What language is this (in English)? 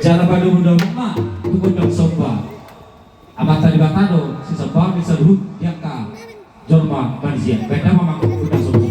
Batak Toba